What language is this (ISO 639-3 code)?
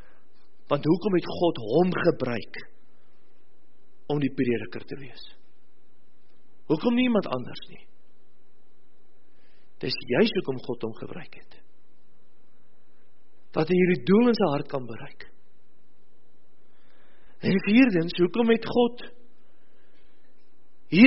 afr